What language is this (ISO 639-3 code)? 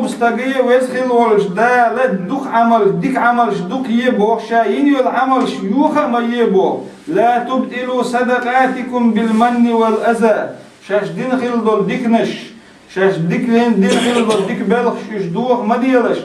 che